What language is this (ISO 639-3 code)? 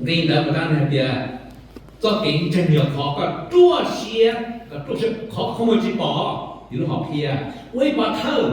hmn